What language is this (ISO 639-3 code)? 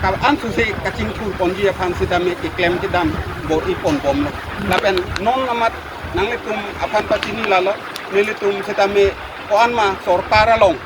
mjw